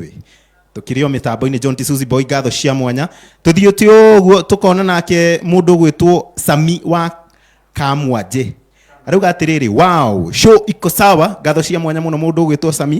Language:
Kikuyu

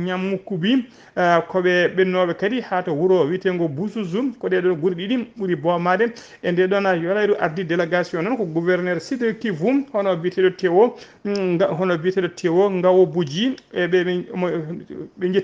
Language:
Fula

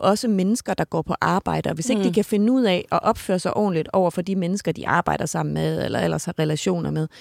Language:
Danish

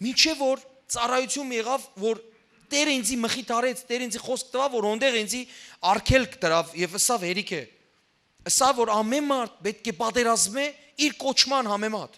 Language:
Western Armenian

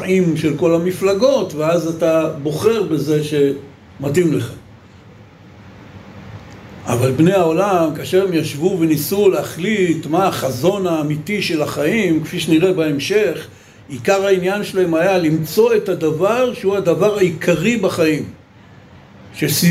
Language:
Hebrew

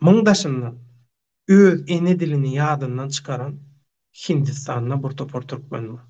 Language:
Turkmen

